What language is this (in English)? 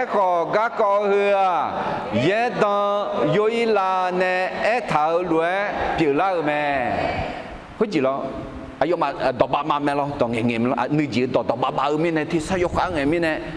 Akha